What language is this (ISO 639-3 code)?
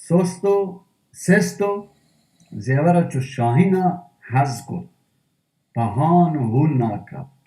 bal